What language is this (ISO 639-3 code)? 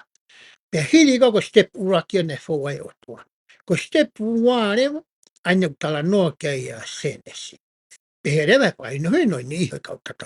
ton